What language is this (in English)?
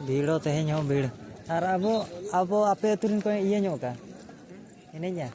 Santali